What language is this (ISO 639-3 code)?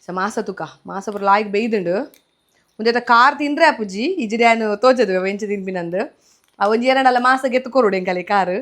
tcy